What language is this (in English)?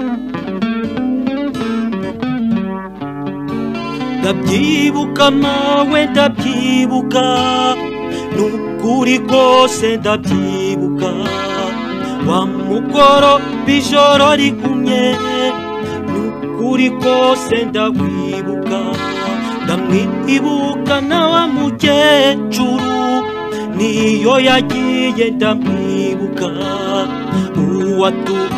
Kinyarwanda